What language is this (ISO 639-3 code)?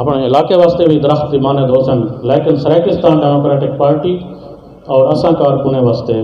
skr